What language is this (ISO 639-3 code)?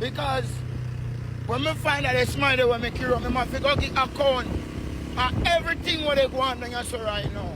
jam